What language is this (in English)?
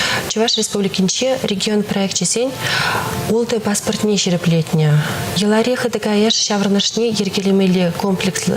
Chuvash